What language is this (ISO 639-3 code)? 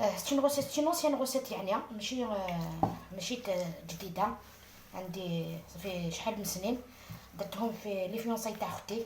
arq